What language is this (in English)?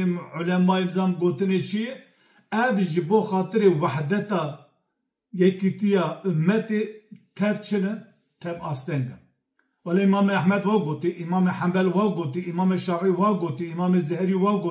Kurdish